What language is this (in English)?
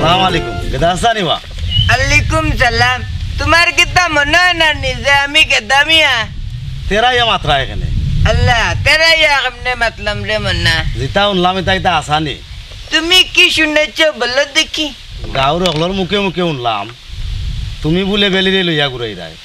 Sylheti